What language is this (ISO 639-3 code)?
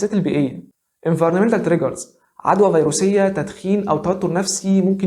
arz